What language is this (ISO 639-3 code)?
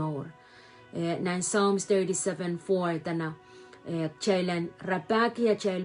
pon